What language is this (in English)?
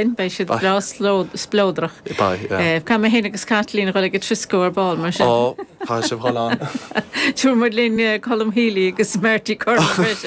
Irish